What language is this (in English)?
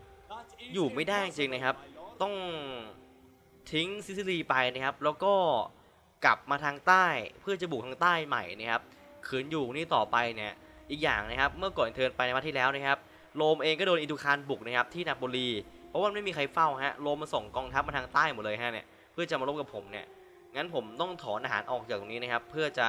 Thai